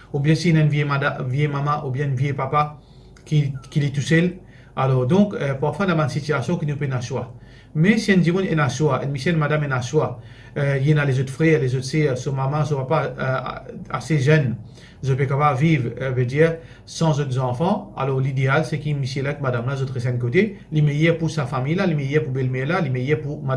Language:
Morisyen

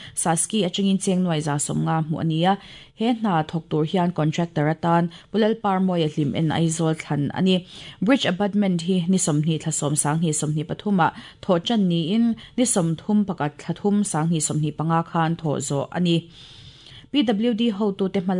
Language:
Mizo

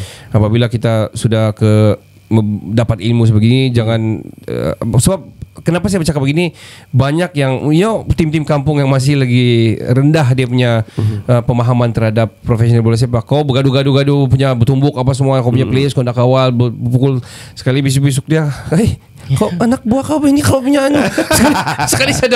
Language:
Malay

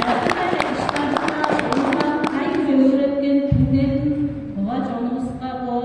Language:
Tuvinian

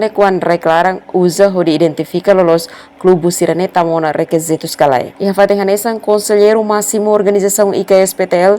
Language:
Tetum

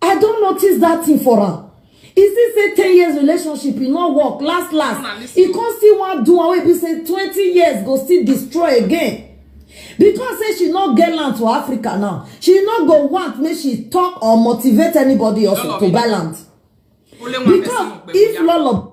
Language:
Nigerian Pidgin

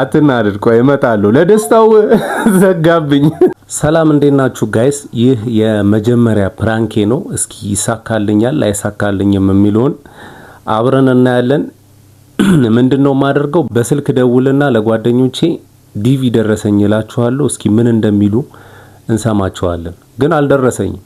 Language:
Amharic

